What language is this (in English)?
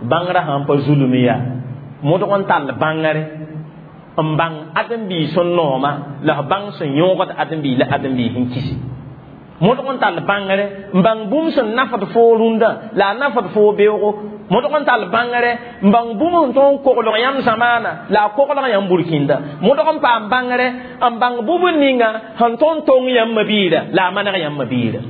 Mossi